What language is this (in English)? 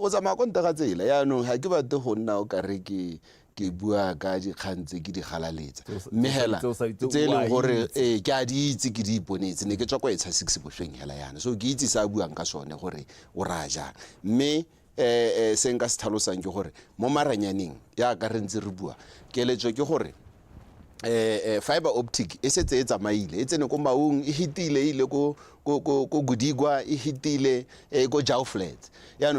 Tswana